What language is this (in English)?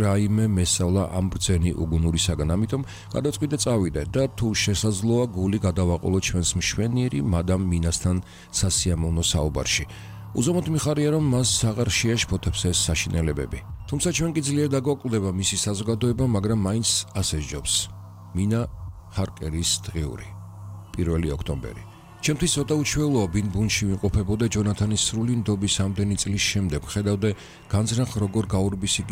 Georgian